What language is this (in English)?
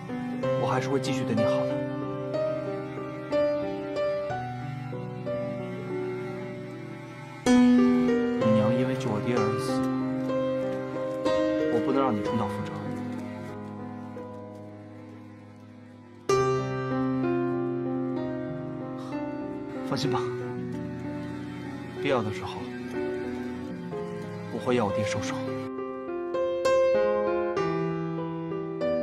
Chinese